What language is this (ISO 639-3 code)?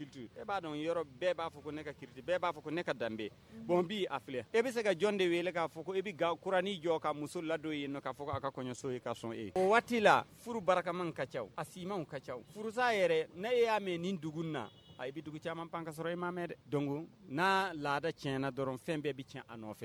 bam